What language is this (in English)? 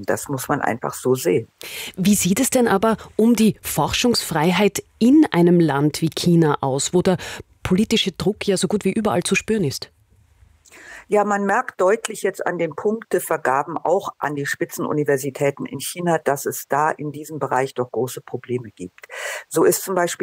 German